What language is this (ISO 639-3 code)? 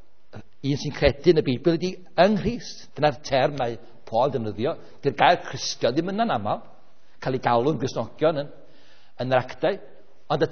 cym